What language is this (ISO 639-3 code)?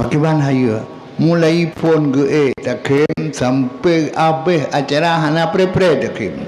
ace